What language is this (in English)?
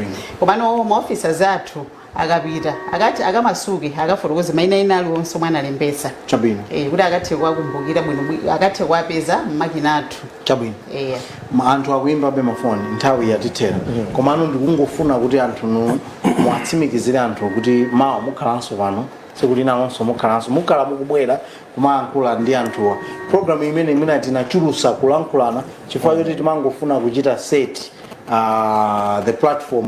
Nyanja